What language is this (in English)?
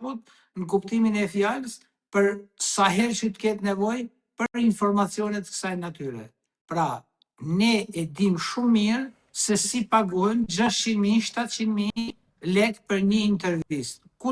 Albanian